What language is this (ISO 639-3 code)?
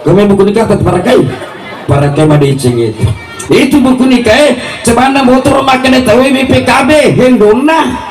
bug